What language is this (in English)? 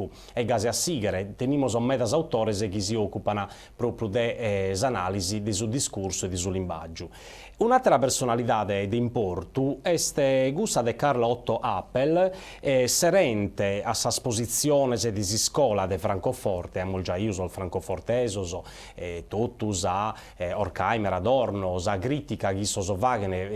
Sardinian